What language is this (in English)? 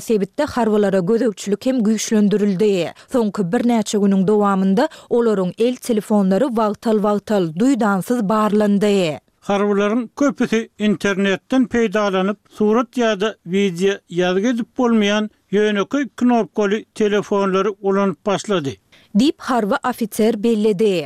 Turkmen